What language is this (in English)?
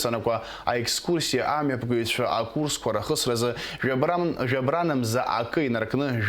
Abkhazian